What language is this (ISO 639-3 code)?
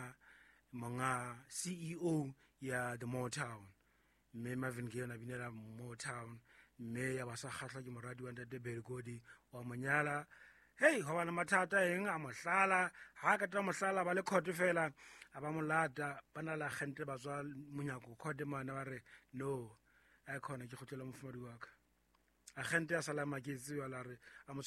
sot